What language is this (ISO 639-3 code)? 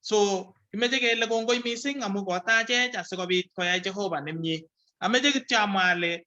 kln